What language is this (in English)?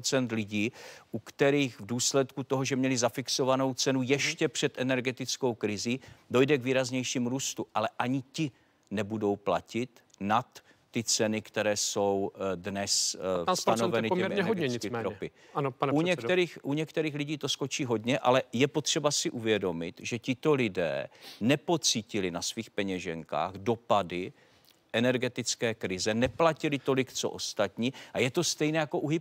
Czech